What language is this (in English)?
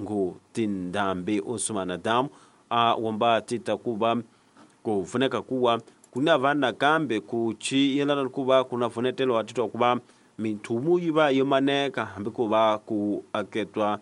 Tsonga